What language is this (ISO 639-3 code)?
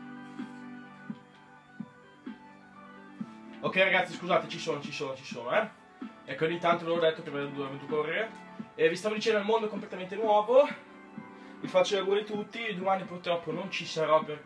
ita